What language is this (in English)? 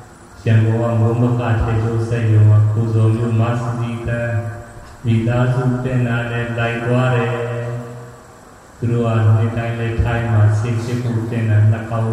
Burmese